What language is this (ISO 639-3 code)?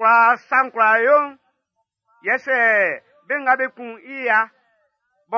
bci